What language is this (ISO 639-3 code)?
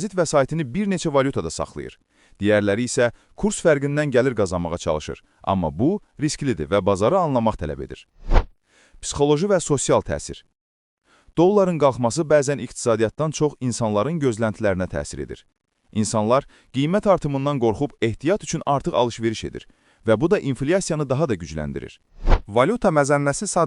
aze